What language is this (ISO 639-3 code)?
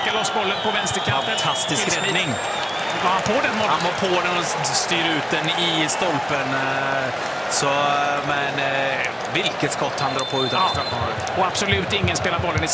swe